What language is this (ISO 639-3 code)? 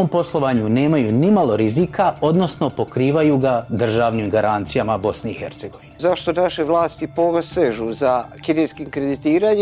bos